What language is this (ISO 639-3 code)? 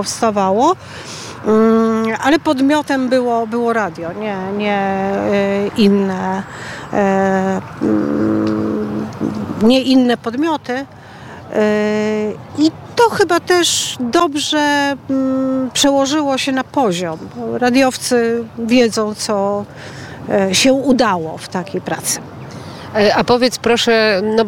pol